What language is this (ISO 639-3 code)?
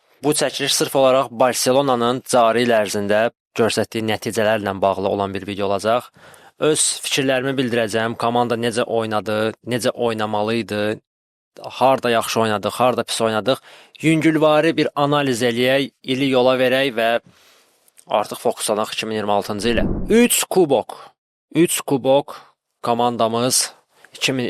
aze